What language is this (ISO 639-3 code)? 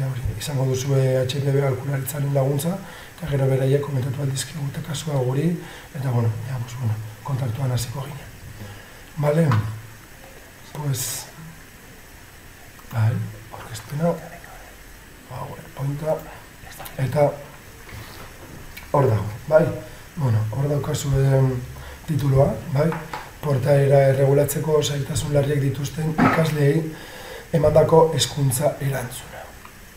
eus